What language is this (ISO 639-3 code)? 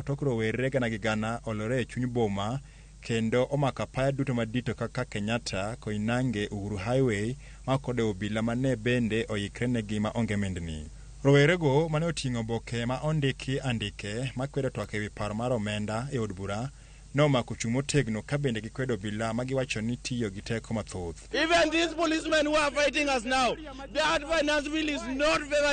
luo